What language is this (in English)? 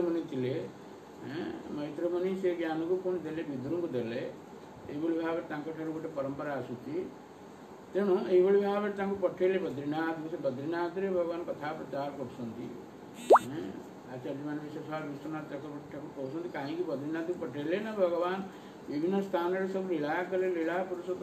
Odia